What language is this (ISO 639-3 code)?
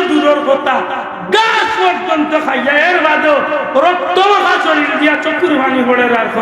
syl